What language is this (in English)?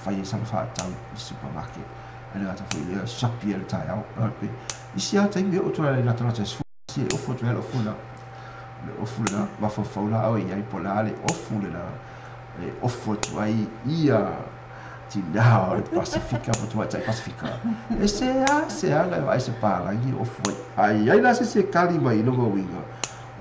Samoan